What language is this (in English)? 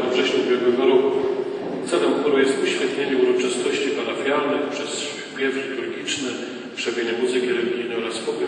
Polish